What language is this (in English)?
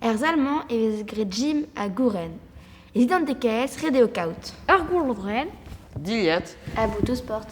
Breton